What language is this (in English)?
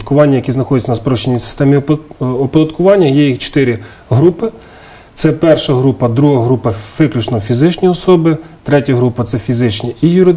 Ukrainian